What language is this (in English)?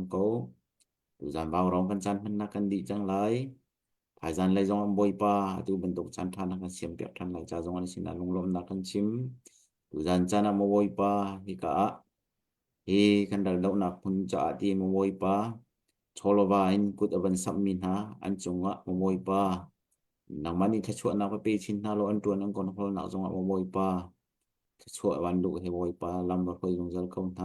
Hakha Chin